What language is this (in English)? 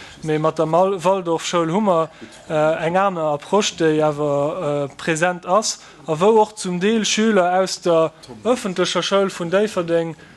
Luxembourgish